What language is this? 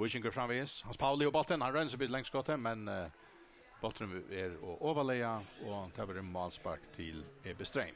Faroese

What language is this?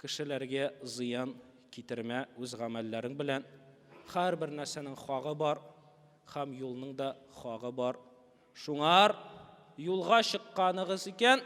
Tatar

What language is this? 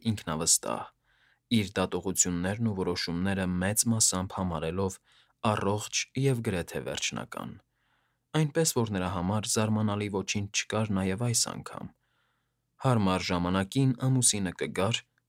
Armenian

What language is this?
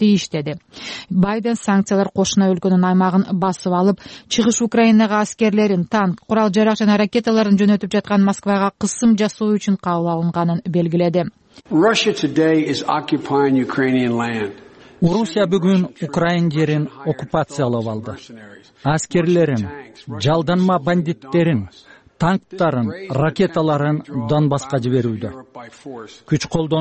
Kyrgyz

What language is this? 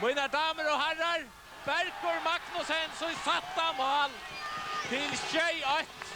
Faroese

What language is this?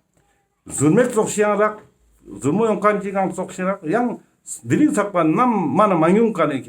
Ladakhi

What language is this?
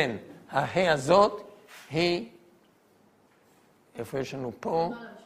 Hebrew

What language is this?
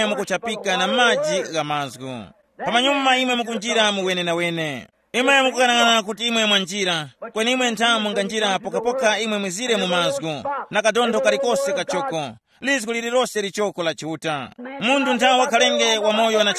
Tumbuka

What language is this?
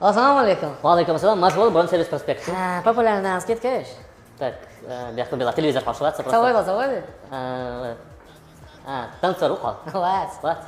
Chechen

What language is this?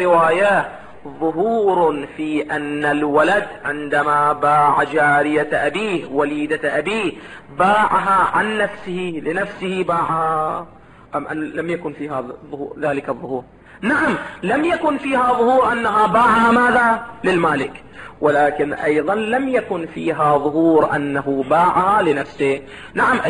Arabic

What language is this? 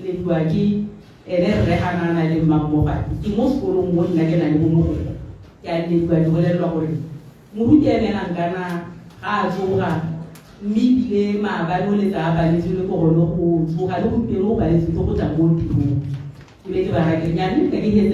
Tswana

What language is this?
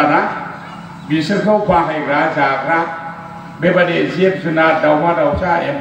Bodo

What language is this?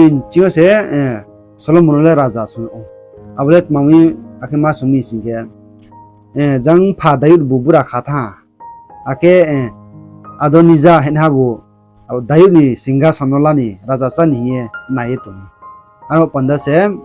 Riang (India)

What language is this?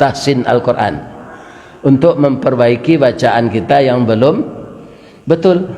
Minangkabau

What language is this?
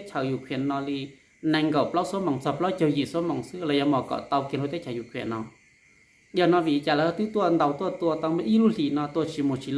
Hmong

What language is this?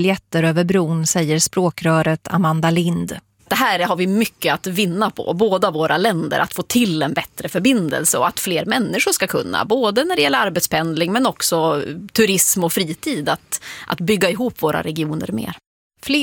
Swedish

